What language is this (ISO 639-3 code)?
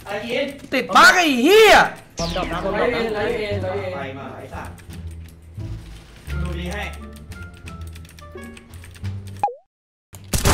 tha